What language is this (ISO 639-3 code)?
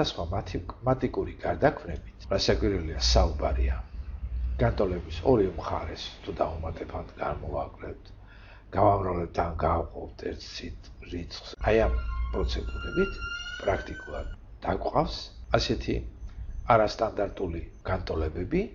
kat